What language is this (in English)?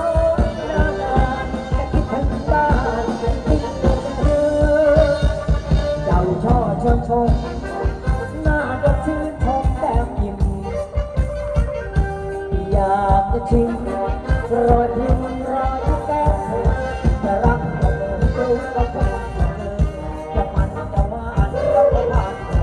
Thai